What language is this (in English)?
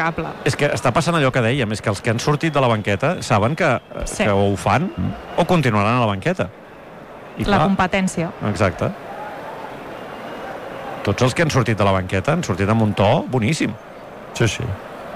Catalan